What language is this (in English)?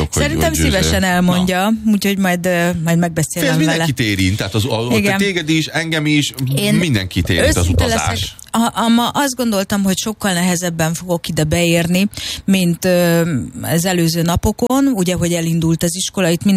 Hungarian